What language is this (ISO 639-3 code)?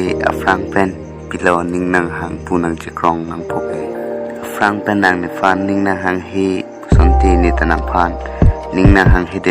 mjw